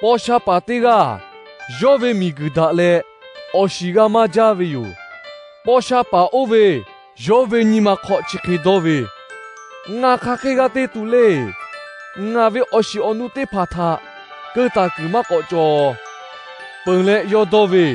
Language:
Lahu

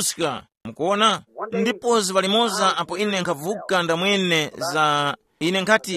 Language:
Tumbuka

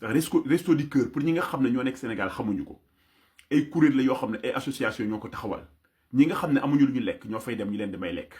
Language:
Wolof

